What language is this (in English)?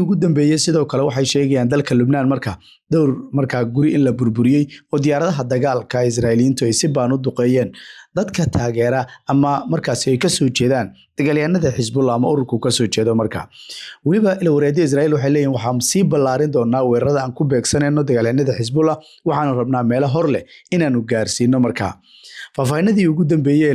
Somali